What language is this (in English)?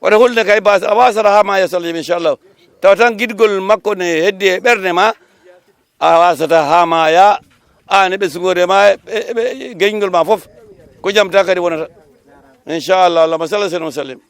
Fula